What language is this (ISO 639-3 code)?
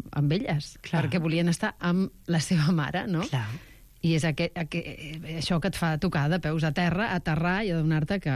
cat